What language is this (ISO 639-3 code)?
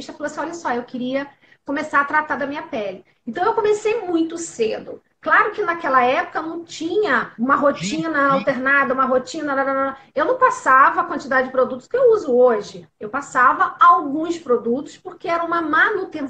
por